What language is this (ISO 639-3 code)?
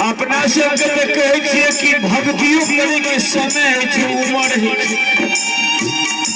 mai